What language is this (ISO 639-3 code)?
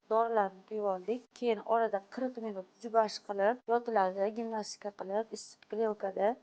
uzb